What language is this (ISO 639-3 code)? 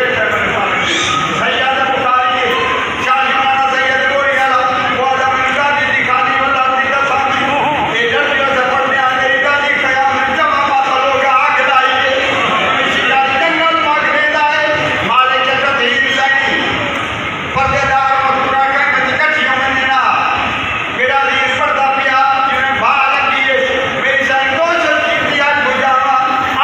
skr